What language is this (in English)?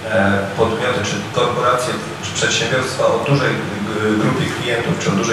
Polish